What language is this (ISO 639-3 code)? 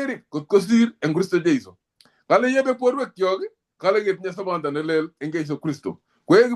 kln